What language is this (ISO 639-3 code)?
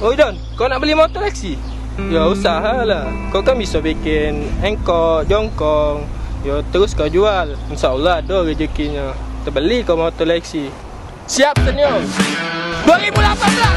mui